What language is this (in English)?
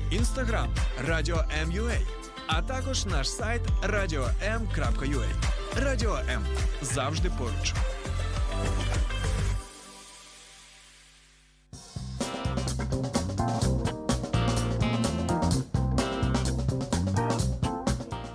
Ukrainian